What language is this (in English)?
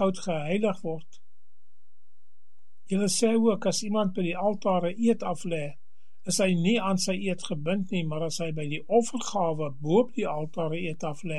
Afrikaans